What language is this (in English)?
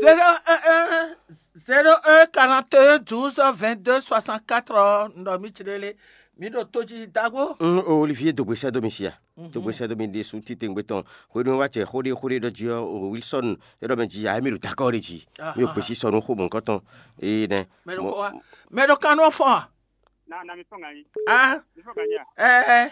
Fon